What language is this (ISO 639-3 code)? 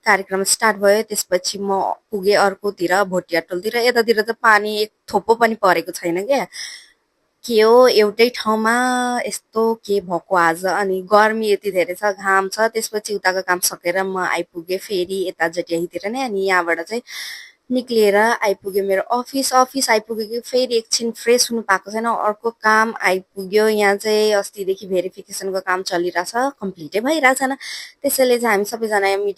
nep